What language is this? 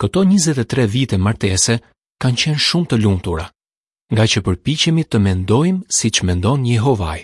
Albanian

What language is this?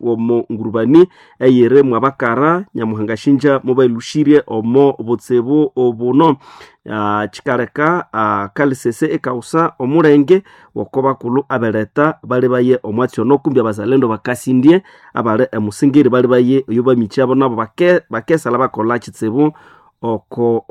Nande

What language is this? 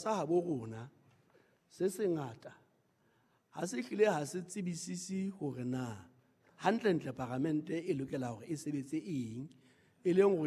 Southern Sotho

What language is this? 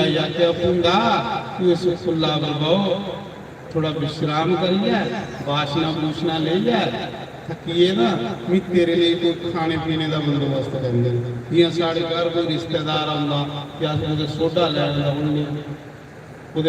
Dogri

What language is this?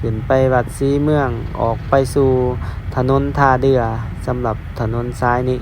Lao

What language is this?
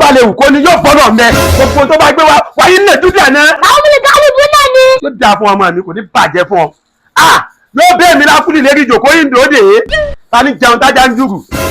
Yoruba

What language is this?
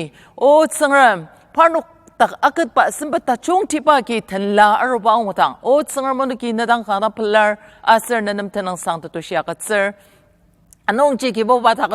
Ao Naga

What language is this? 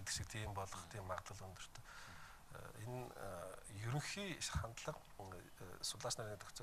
Mongolian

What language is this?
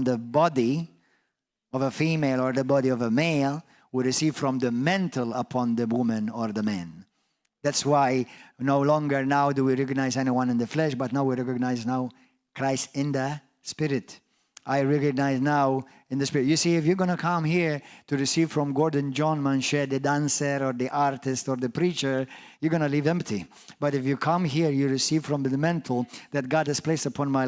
English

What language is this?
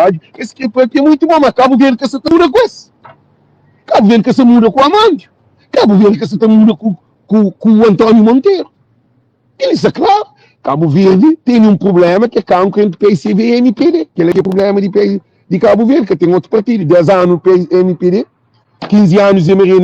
Kabuverdianu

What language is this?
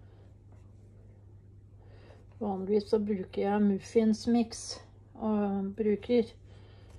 Norwegian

